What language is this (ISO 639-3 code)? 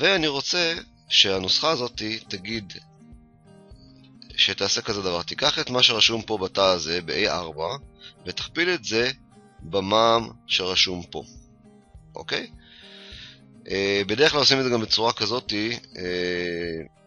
heb